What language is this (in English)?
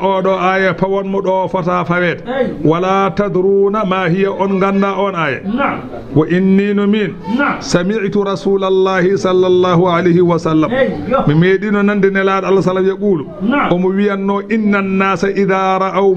Fula